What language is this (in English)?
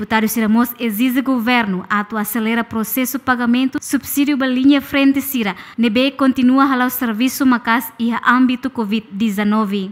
Tetum